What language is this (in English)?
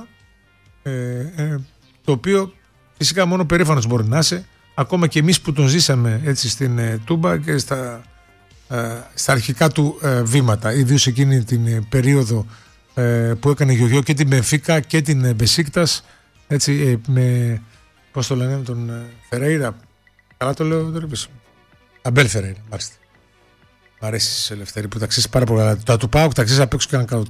Greek